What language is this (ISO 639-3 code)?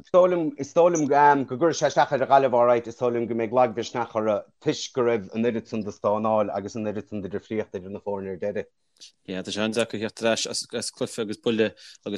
gle